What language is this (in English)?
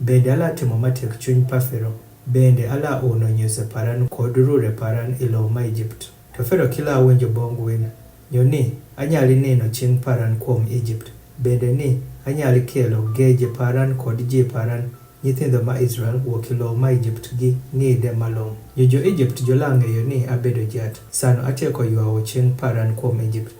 Adhola